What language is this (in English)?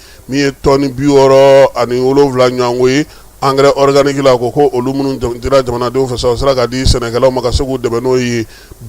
Bambara